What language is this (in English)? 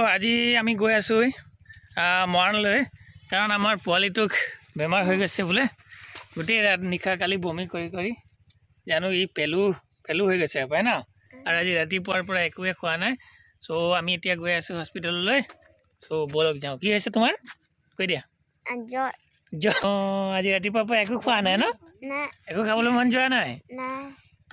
Assamese